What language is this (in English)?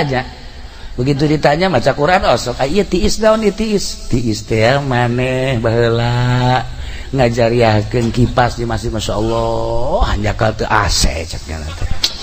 Sundanese